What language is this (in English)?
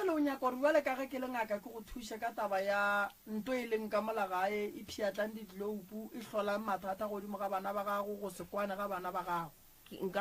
Northern Sotho